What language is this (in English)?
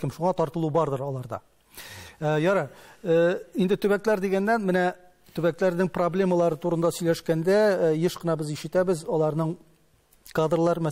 Tatar